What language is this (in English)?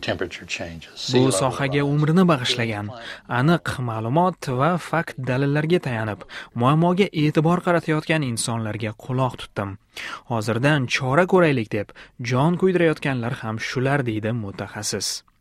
Uzbek